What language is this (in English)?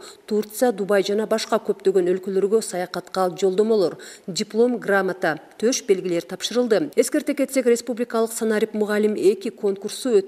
Kyrgyz